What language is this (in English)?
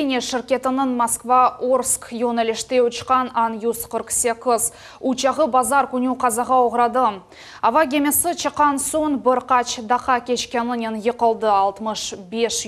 Crimean Tatar